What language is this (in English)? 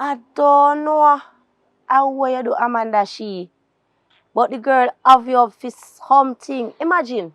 Jamaican Creole English